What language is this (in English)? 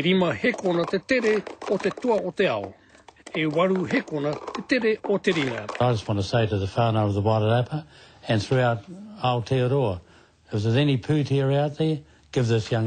Māori